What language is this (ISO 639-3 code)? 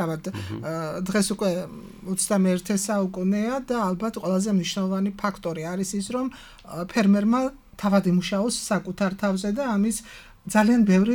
kat